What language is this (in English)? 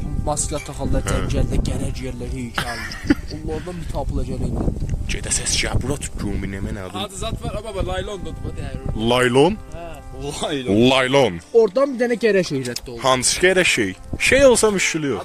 South Azerbaijani